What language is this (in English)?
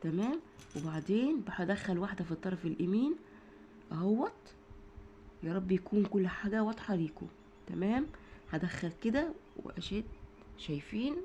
Egyptian Arabic